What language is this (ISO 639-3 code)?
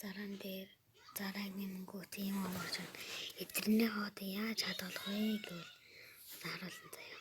mon